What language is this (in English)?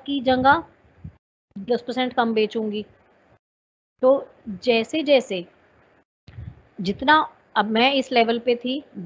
Hindi